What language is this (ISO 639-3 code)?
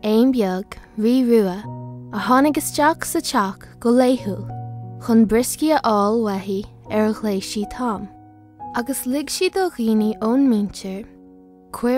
gle